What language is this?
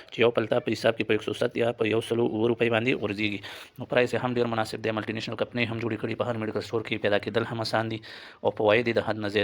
Pashto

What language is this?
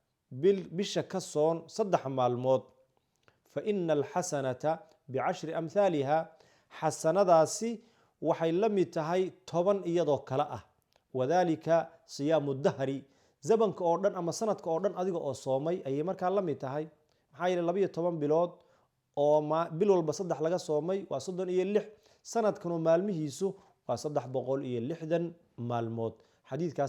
Somali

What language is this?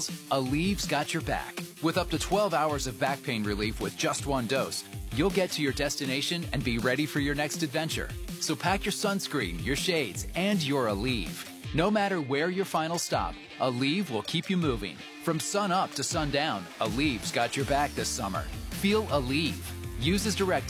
English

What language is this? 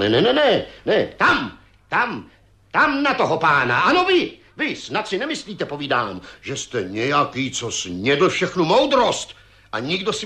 Czech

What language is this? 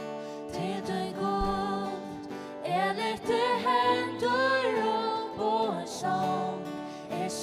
Faroese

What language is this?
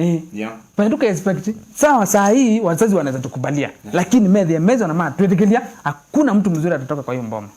Kamba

